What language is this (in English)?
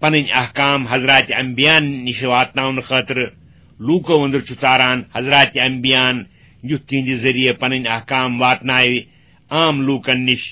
Kashmiri